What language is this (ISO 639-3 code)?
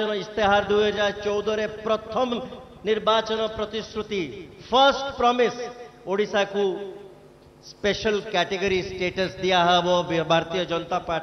ori